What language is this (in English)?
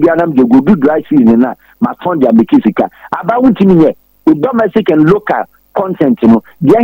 Akan